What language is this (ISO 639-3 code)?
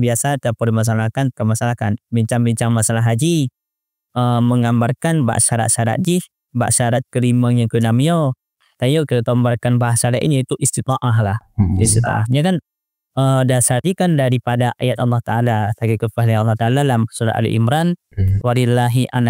ace